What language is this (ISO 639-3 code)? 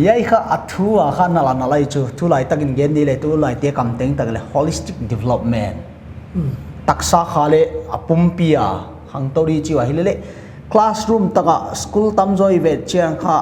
pck